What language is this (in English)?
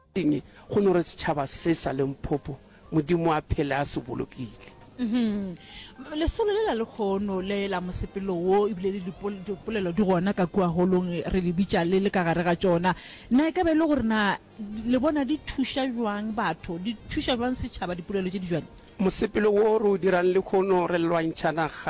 Northern Sotho